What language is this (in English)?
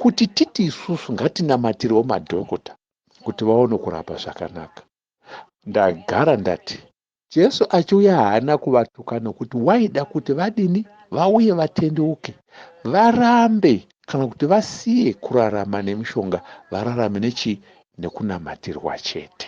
Shona